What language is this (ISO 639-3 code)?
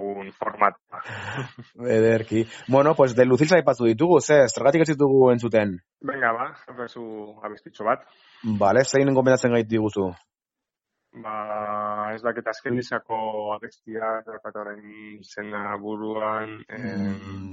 eus